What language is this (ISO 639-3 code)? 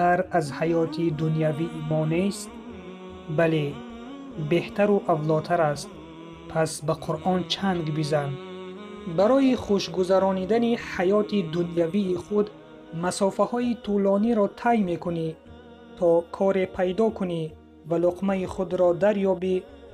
tgk